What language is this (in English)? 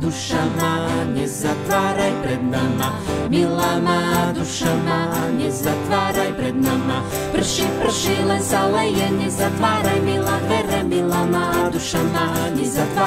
Slovak